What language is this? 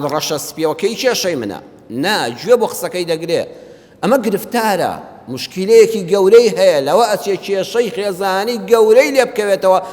Central Kurdish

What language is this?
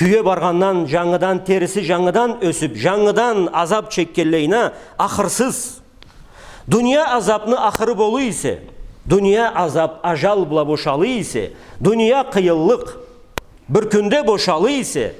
Karachay-Balkar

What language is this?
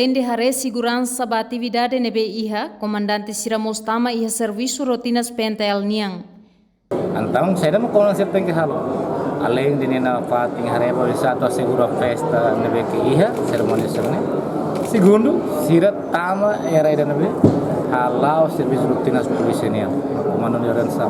Tetum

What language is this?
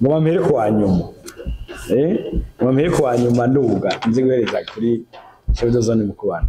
Rundi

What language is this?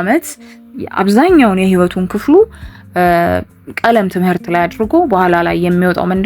Amharic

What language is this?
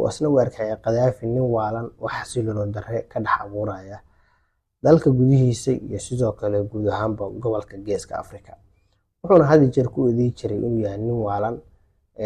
Somali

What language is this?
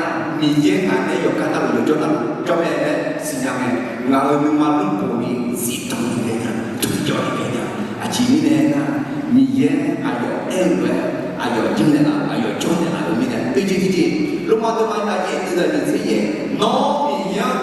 Akha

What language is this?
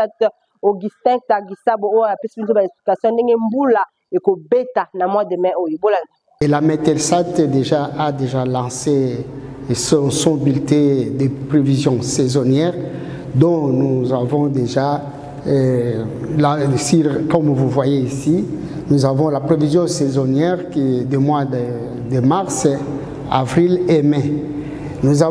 Lingala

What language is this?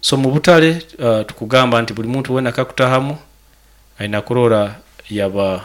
Nyoro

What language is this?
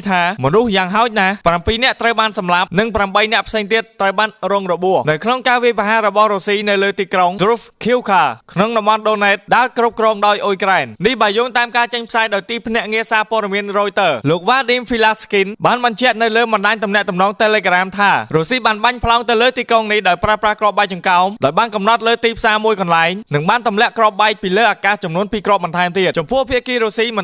Khmer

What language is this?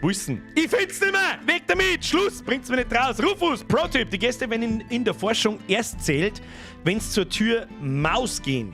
Bavarian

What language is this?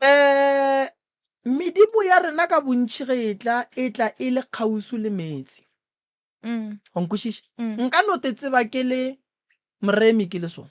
Northern Sotho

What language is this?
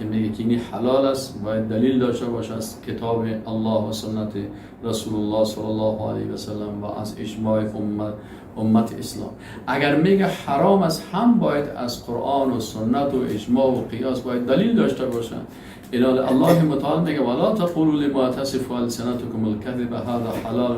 Persian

